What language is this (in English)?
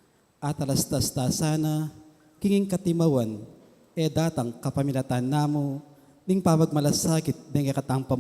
Pampanga